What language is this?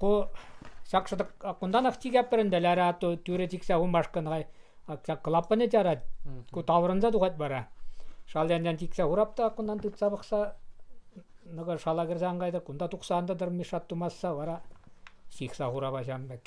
Chuvash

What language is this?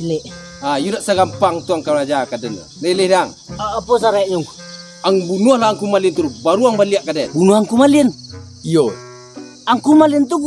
Minangkabau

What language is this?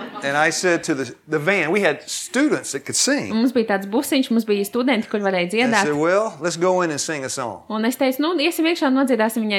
Latvian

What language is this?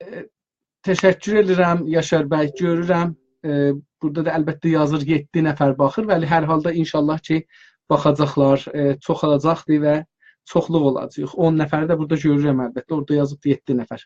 South Azerbaijani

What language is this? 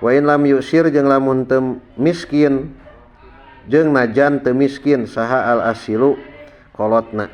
Sundanese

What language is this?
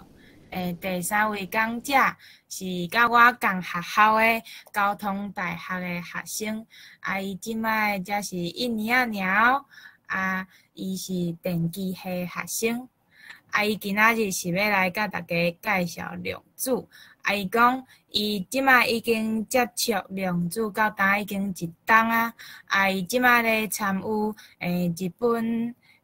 Min Nan Chinese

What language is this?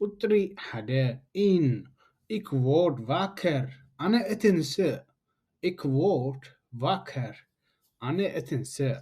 Tigrinya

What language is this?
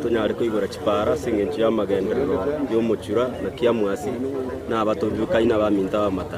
Gusii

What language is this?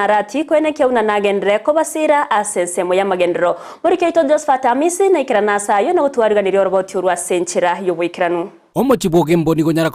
Gusii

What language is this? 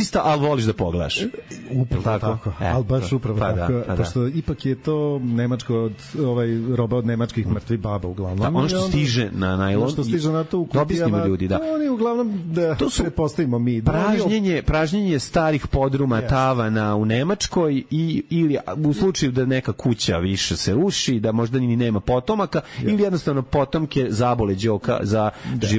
Serbian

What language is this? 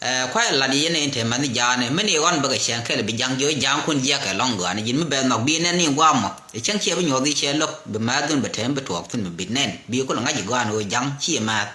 Nuer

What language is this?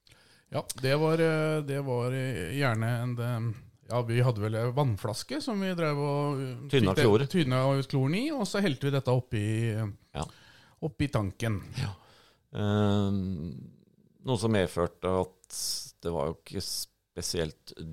Norwegian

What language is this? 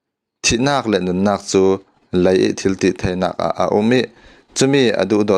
Falam Chin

